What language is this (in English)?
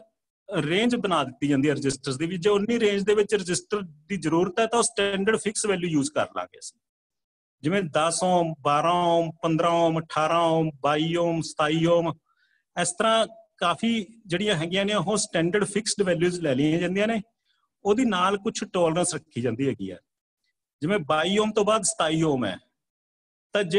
Punjabi